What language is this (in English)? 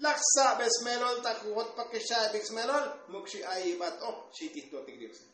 Tzotzil